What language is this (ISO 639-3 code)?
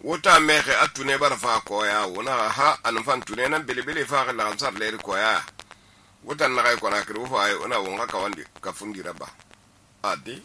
sus